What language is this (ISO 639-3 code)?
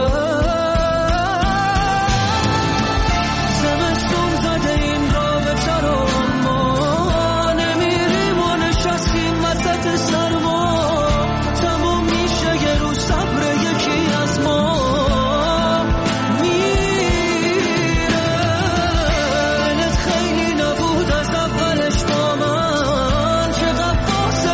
fas